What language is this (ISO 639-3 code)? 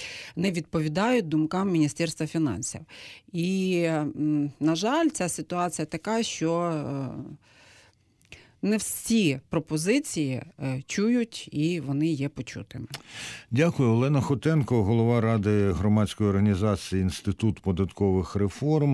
ukr